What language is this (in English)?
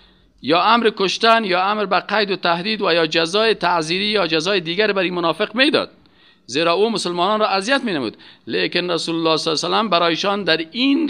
Persian